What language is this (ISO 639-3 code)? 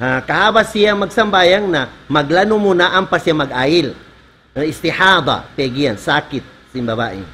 tsg